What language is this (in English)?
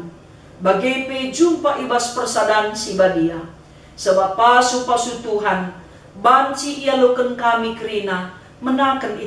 Batak Karo